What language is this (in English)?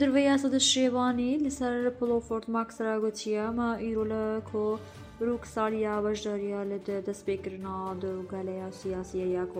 Kurdish